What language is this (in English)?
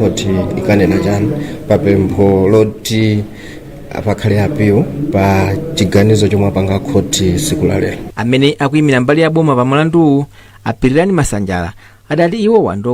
Nyanja